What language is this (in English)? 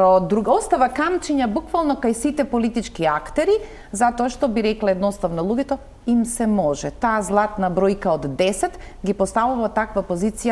Macedonian